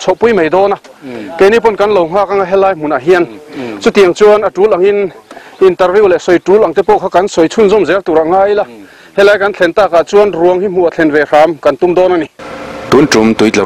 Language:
Mizo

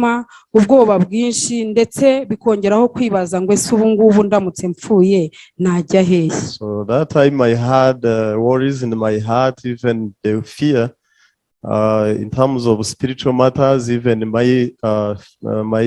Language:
Kinyarwanda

